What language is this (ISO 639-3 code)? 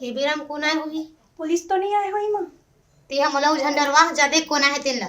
hne